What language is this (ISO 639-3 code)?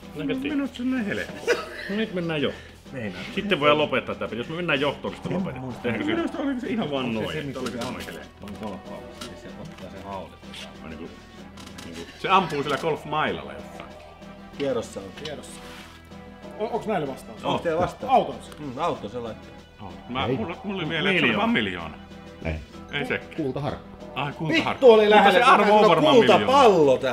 fin